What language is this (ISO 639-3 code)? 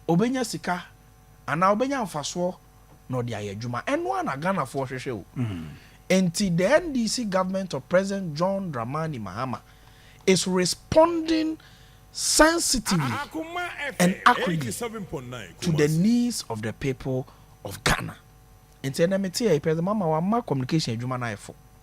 aka